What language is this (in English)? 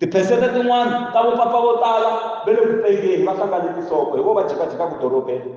Tsonga